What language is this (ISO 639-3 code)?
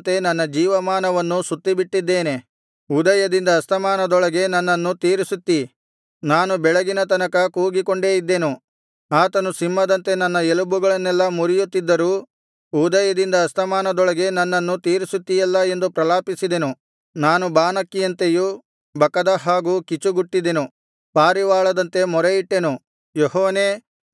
kan